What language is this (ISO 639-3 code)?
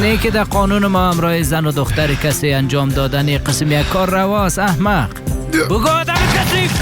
fas